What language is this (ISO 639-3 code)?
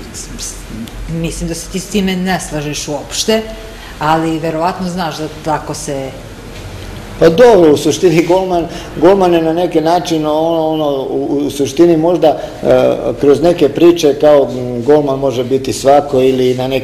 srp